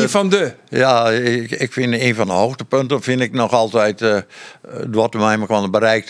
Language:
Western Frisian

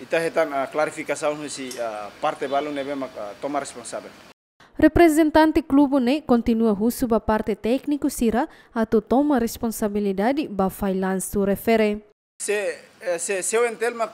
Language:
Tetum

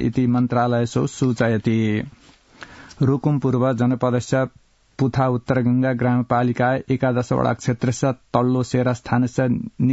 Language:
Sanskrit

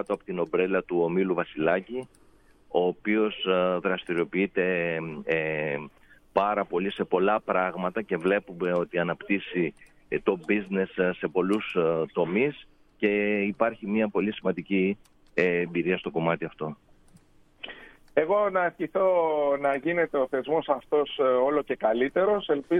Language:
Greek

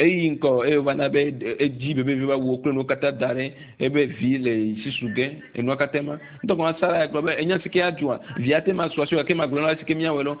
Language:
Ewe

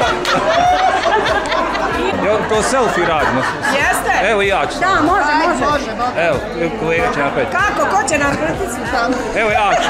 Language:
Bosnian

